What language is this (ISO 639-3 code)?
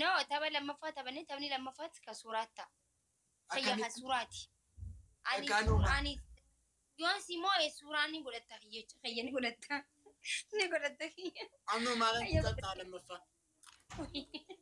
orm